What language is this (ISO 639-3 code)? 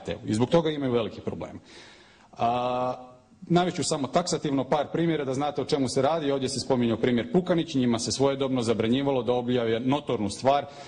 hrv